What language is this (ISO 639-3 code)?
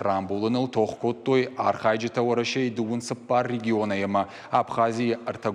oss